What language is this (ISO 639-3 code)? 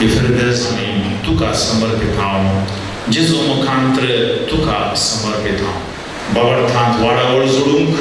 kok